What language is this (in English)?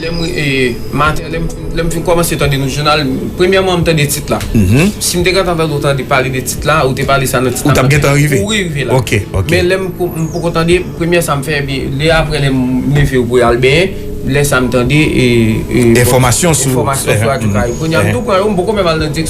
Haitian Creole